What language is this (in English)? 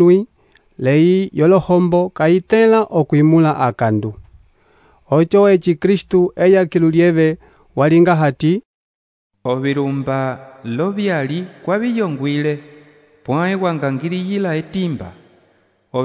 Umbundu